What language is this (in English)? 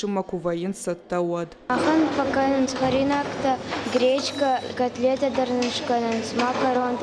Ossetic